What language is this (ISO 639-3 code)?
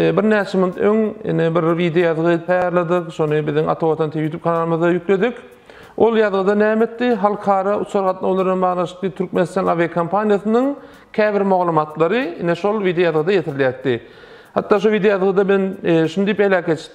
tuk